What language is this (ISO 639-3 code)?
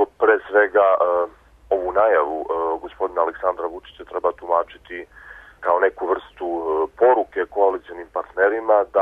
srp